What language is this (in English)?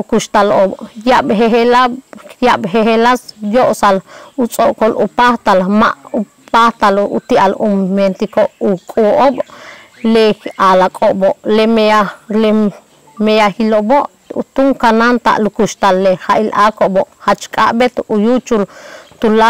Yucateco